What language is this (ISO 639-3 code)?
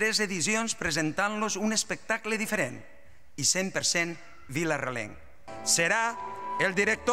cat